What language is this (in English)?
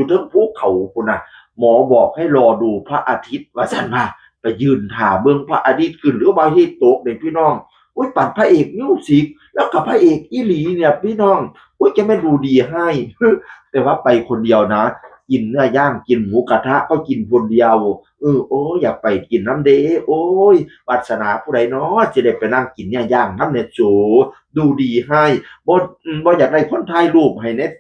Northeastern Thai